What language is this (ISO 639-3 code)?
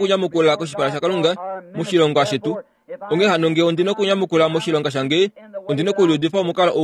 kua